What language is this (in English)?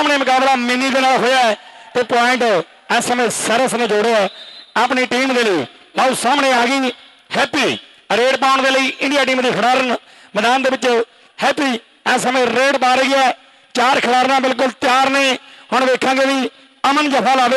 Punjabi